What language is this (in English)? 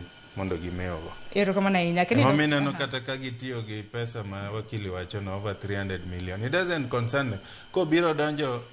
Luo (Kenya and Tanzania)